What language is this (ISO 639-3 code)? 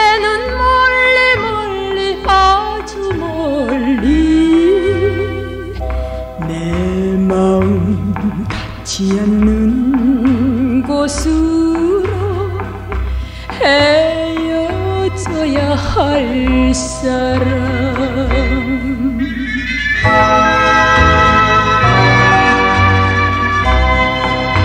kor